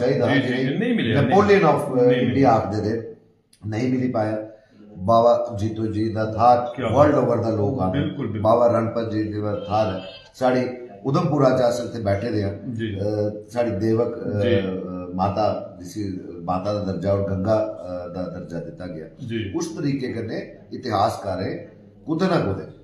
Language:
Dogri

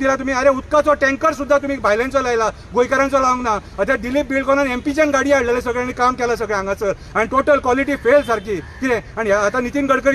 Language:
Konkani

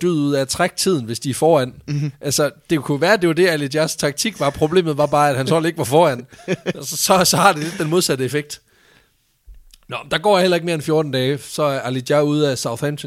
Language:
Danish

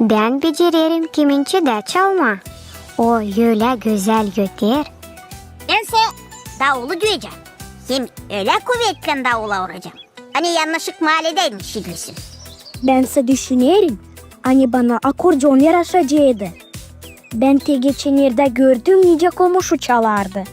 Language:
Gagauz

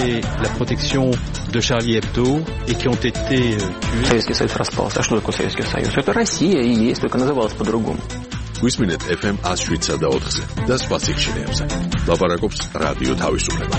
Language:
Georgian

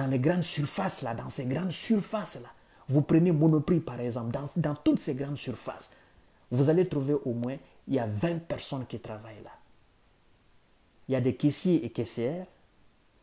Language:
French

